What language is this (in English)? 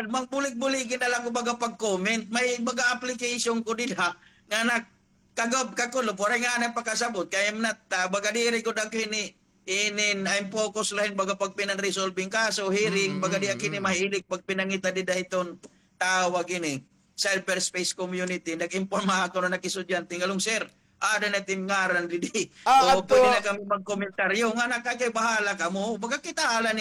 Waray